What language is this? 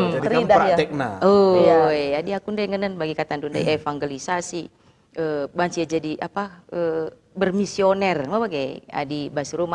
Batak Karo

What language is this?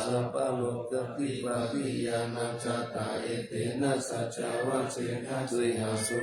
Pali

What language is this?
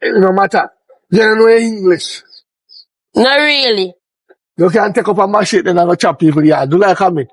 Jamaican Creole English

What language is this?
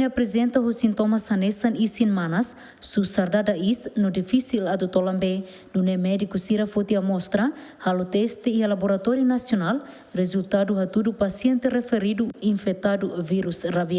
Tetum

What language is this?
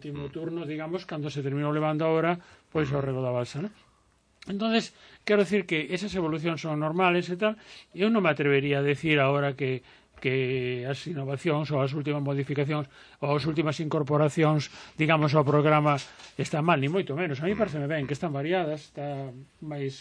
Galician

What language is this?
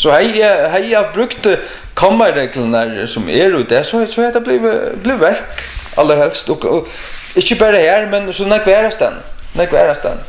Faroese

